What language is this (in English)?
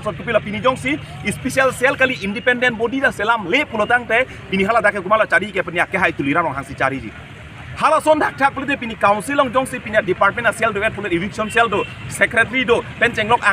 Karbi